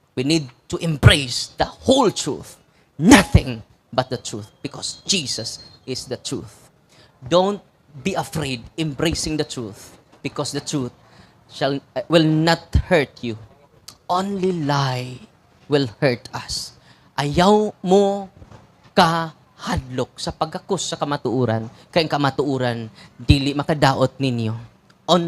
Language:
Cebuano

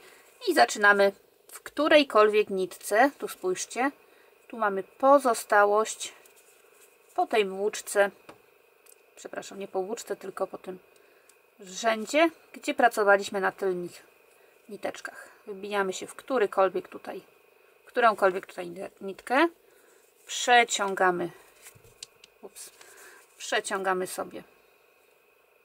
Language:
Polish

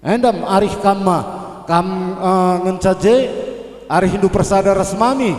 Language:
Batak Karo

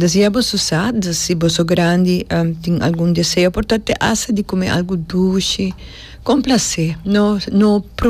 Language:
Papiamento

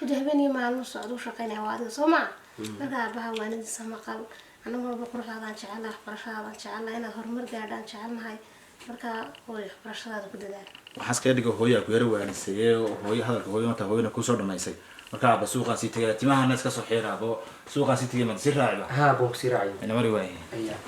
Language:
Somali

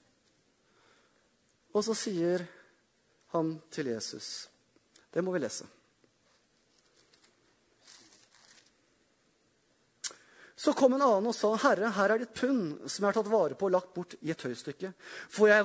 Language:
Norwegian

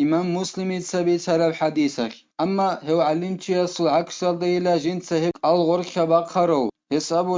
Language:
Avaric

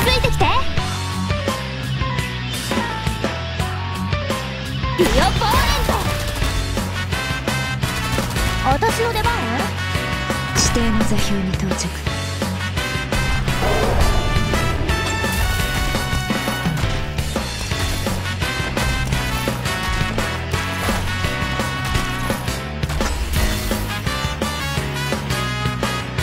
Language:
Japanese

